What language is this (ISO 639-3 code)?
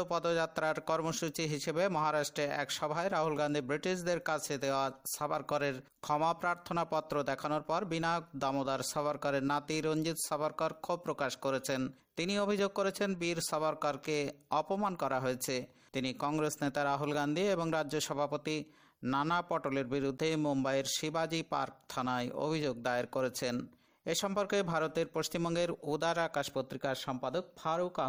ben